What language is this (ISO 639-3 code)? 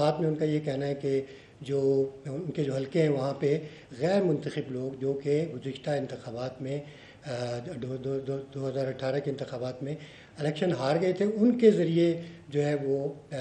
urd